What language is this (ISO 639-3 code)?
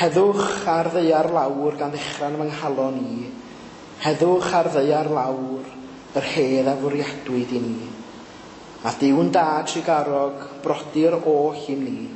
cym